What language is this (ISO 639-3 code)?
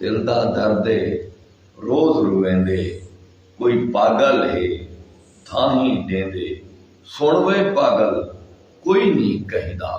skr